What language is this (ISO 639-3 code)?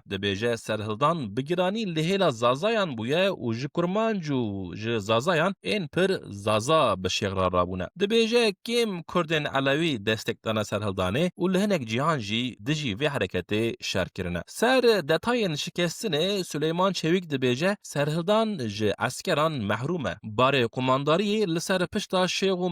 kur